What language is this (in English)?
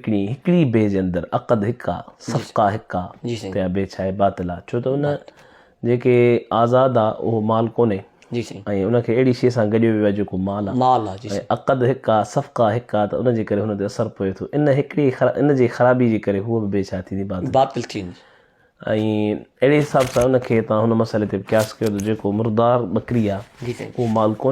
Sindhi